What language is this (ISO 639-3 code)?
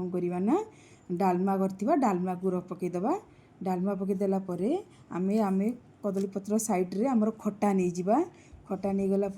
ori